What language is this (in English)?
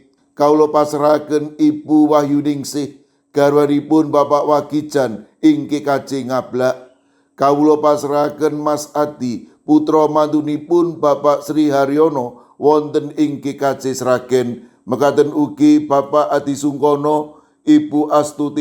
Javanese